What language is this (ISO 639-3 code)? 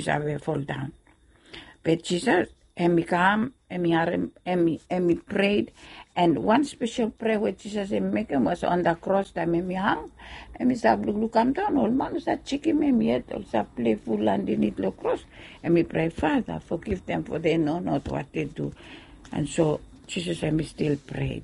bis